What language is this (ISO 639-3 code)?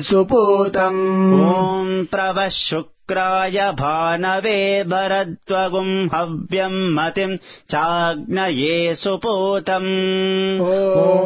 san